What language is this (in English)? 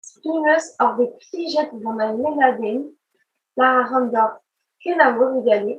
Breton